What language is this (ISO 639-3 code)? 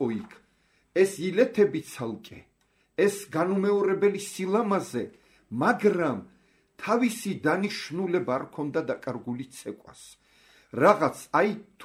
kat